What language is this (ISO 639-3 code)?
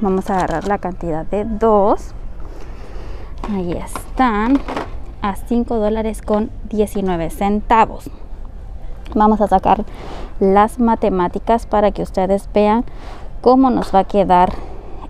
spa